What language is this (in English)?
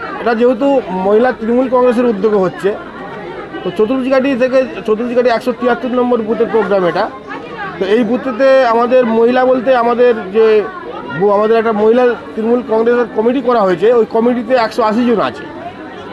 Bangla